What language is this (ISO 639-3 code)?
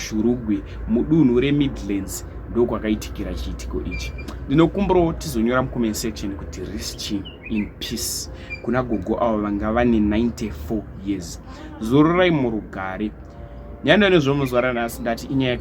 sna